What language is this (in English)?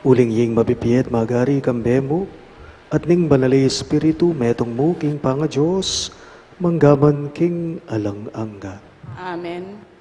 Pampanga